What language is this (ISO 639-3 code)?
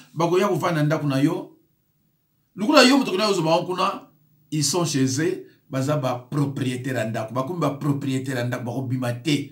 lin